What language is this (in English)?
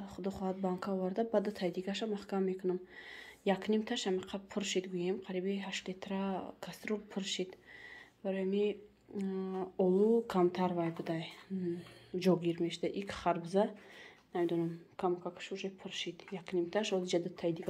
Tajik